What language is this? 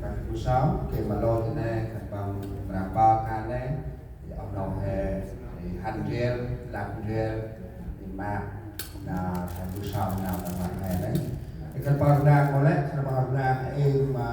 Central Mnong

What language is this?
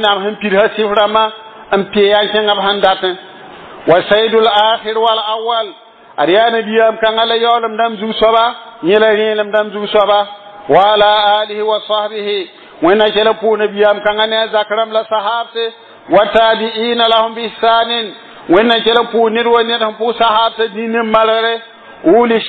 Mossi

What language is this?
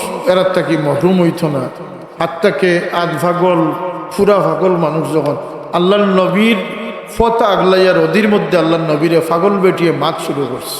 Sylheti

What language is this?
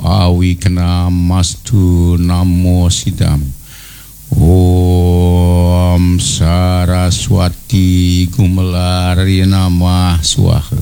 Balinese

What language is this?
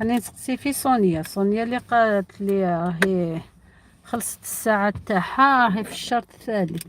Algerian Arabic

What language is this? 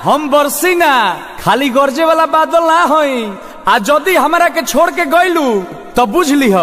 Bhojpuri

